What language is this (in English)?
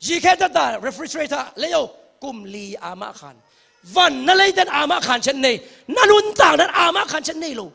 Tedim Chin